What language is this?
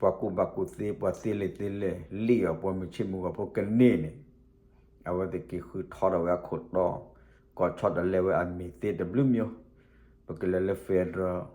S'gaw Karen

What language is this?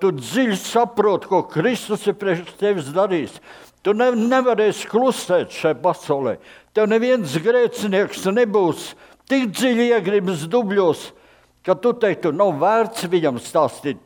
Latvian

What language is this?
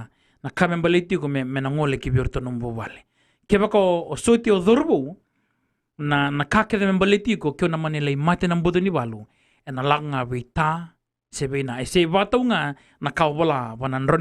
Fijian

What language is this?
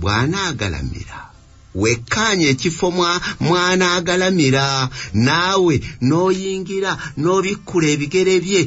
Ganda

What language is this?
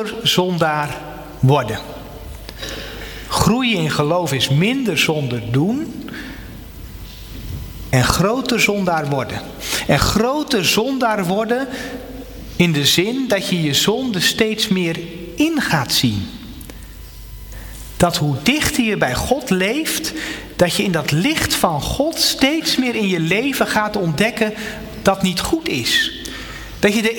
Dutch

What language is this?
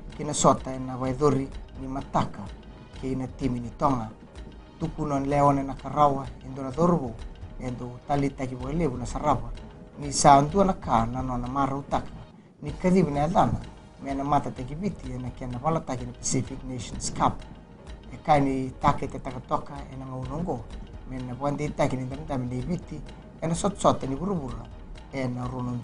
Fijian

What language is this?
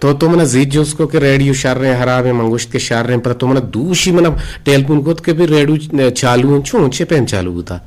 Eastern Balochi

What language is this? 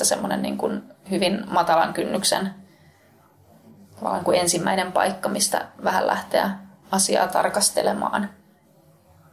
Finnish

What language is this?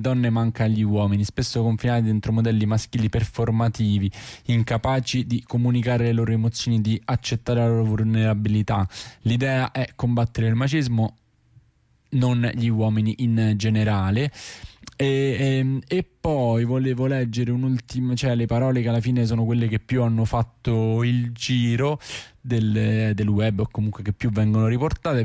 Italian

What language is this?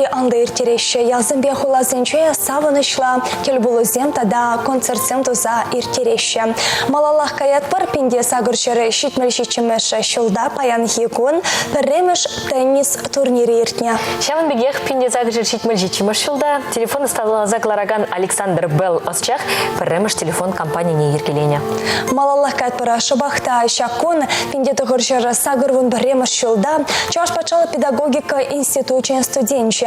Chuvash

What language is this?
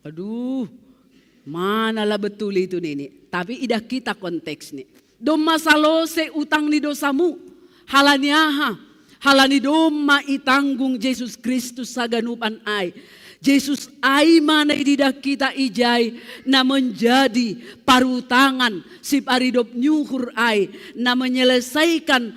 Batak Simalungun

